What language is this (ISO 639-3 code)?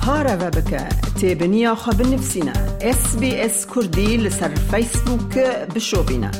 kur